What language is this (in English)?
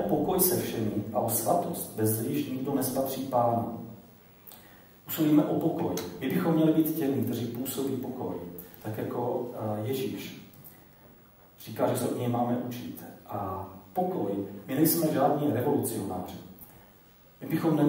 Czech